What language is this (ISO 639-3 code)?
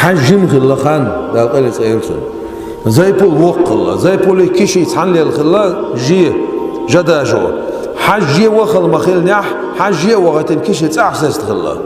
che